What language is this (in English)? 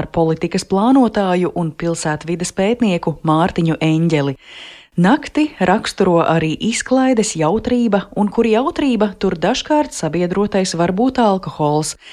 Latvian